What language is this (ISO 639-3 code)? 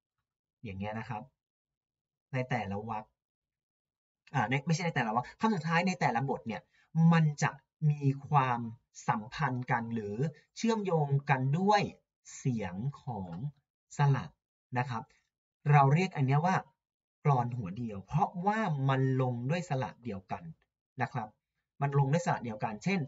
tha